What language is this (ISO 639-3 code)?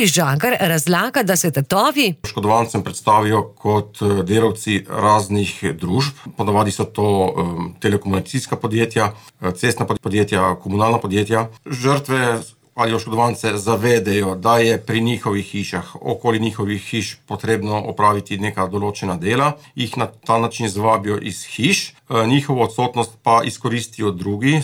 slv